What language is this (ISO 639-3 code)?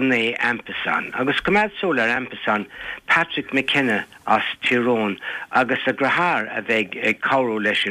gle